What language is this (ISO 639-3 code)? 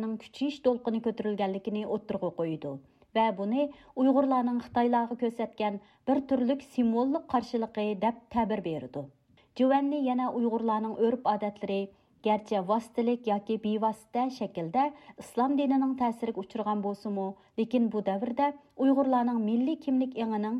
uig